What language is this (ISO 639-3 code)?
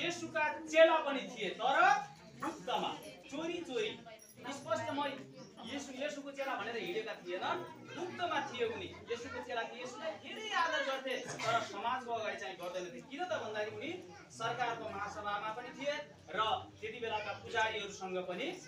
nep